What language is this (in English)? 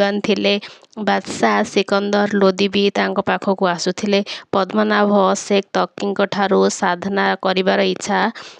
Odia